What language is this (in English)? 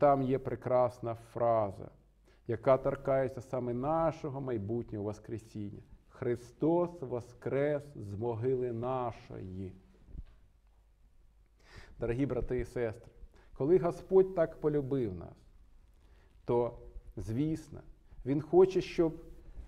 Ukrainian